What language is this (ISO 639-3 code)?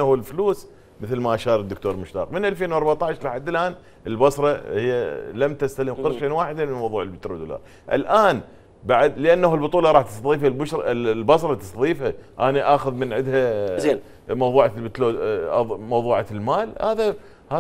acm